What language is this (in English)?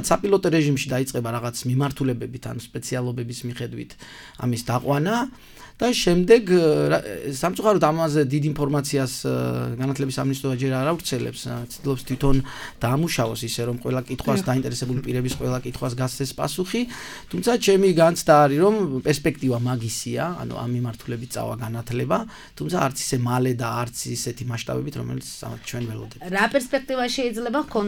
Georgian